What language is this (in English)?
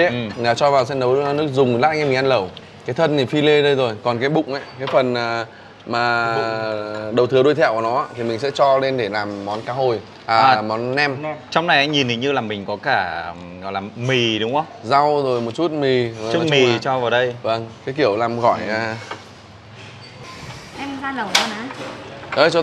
Vietnamese